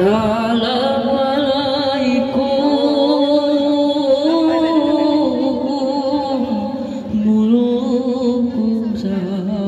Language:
Gayo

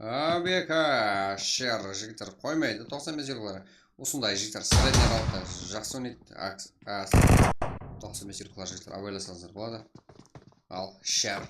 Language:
Kara-Kalpak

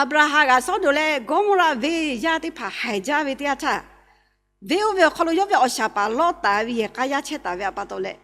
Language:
Lahu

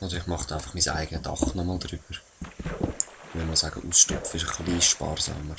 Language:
Swiss German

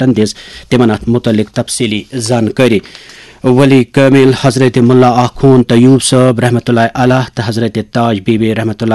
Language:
Kashmiri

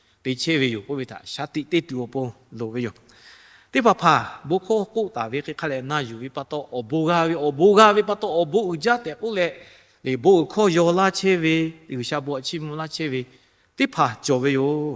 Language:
Lahu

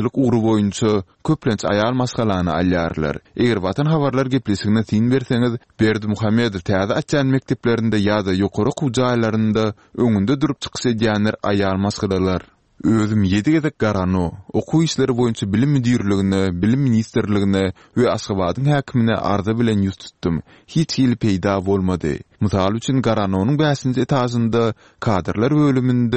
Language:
Turkmen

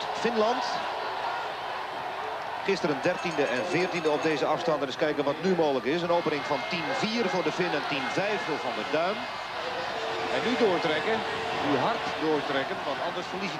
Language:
Dutch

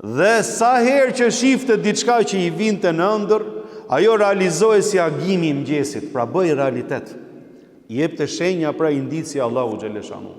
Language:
Albanian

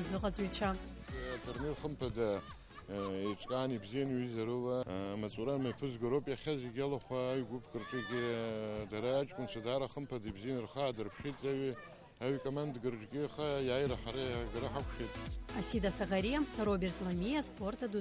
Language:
Abkhazian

